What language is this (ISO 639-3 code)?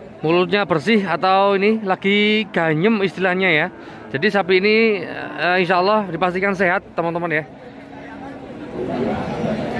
ind